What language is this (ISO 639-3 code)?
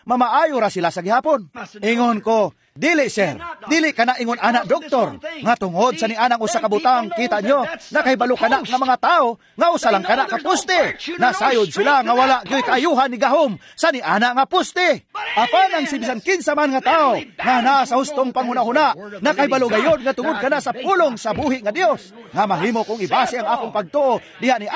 ceb